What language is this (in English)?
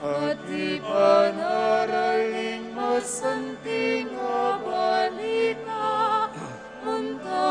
Pampanga